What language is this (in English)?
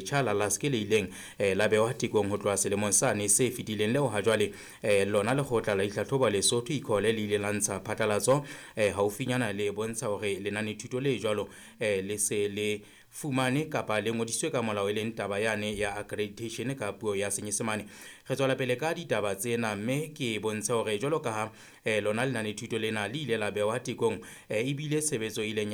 Southern Sotho